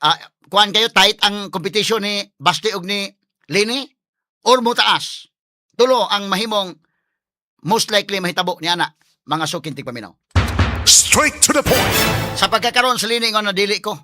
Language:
Cebuano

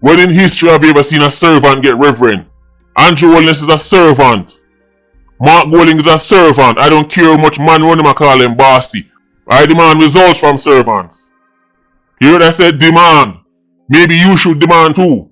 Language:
Jamaican Creole English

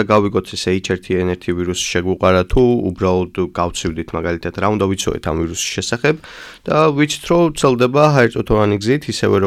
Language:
Georgian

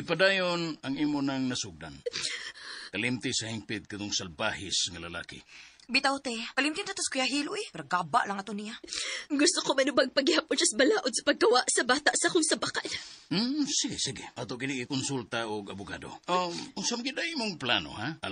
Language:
Cebuano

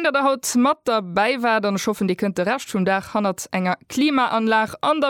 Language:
Luxembourgish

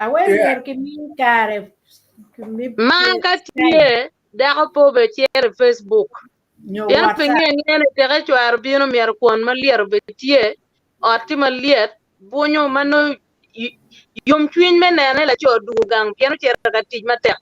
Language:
Acoli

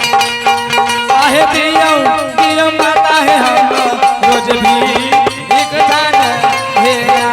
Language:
Angika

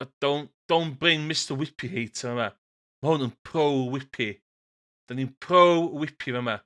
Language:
Welsh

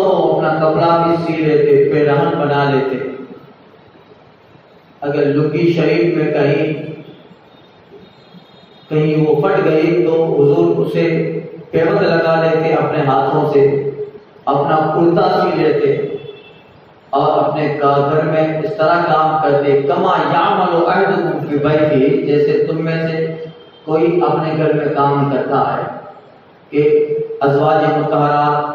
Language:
Urdu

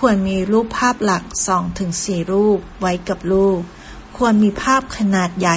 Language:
Thai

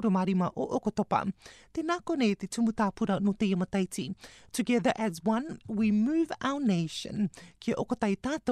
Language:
Rarotongan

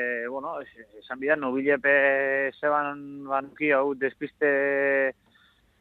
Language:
Basque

